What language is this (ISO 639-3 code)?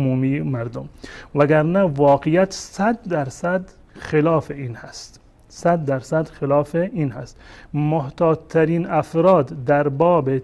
fas